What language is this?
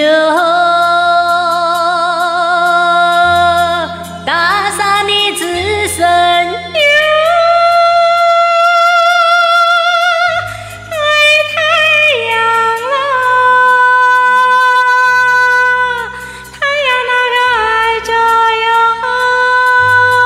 Chinese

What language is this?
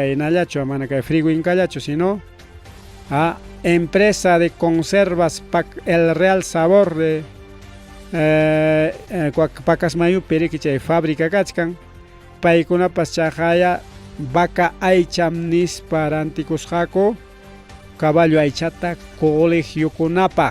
Ayacucho Quechua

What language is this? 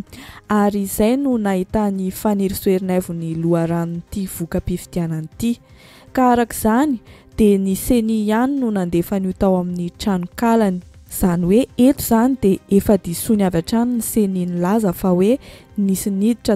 Malagasy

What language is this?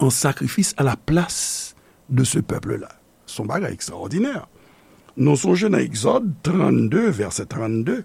Haitian Creole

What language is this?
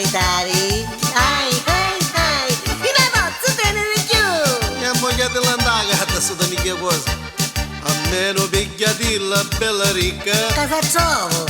Neapolitan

